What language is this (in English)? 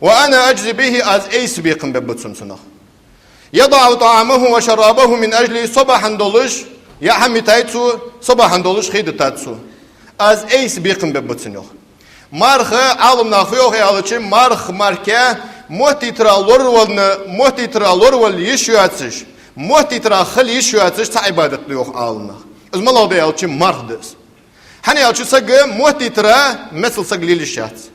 Ingush